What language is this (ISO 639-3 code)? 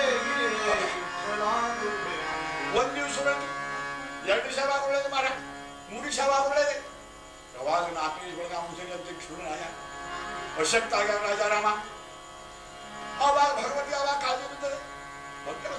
kan